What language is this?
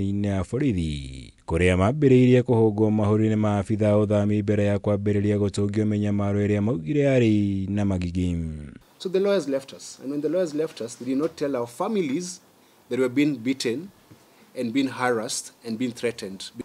Kikuyu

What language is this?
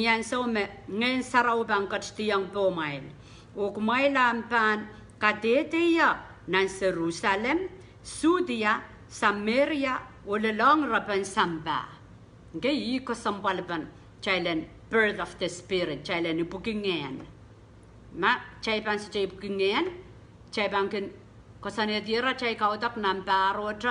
Pohnpeian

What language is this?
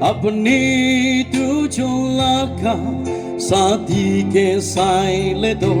Naga Pidgin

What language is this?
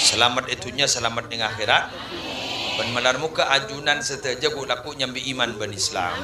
Madurese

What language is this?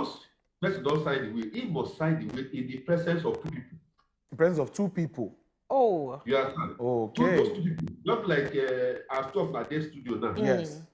Nigerian Pidgin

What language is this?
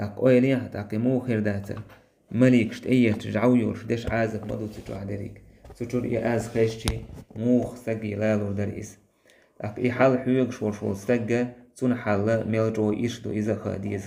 Chechen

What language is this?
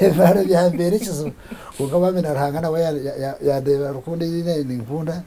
Nyankole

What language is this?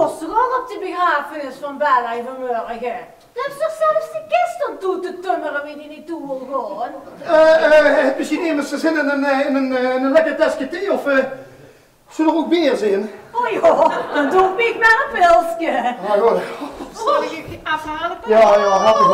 Limburgish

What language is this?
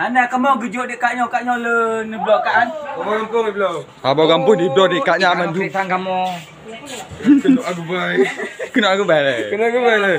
Achinese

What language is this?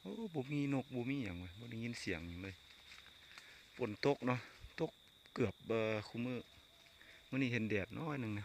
Lao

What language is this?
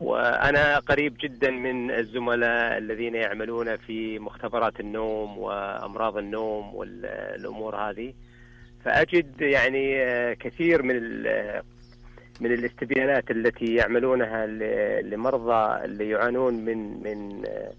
Najdi Arabic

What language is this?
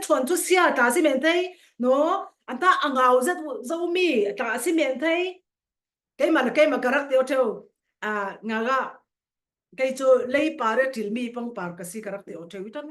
Falam Chin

